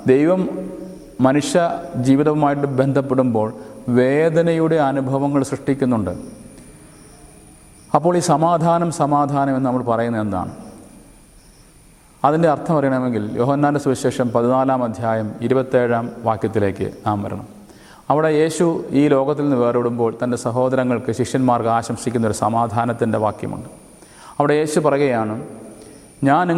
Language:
Malayalam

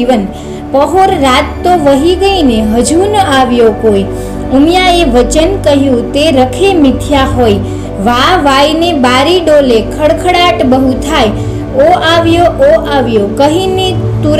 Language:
Gujarati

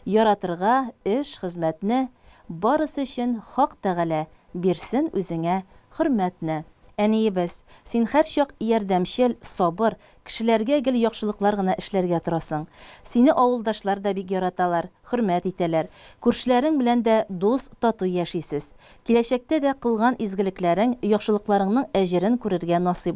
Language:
Tatar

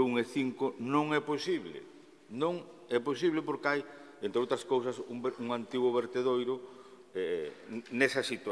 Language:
Galician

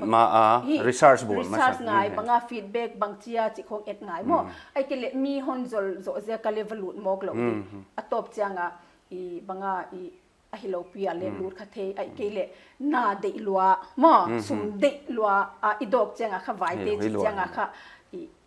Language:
Paite Chin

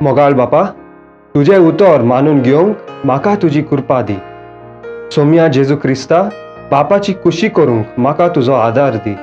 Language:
Konkani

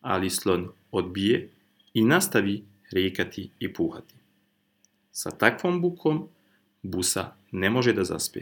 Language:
Serbian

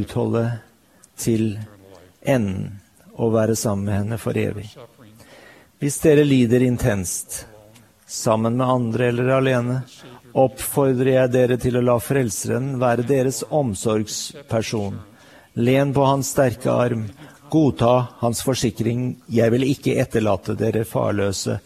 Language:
Norwegian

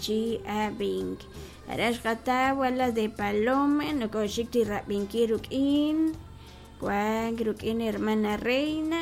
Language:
Kekchí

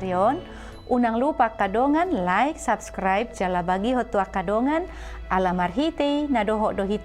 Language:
Batak Toba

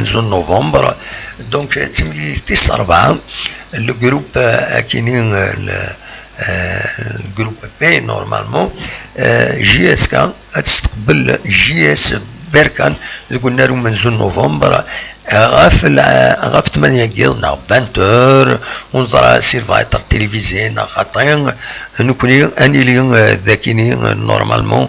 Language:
Kabyle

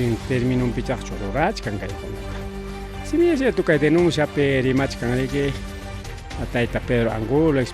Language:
Ayacucho Quechua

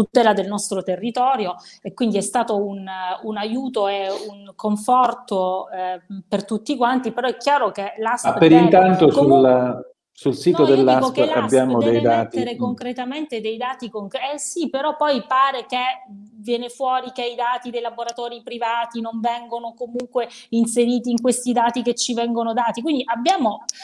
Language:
Italian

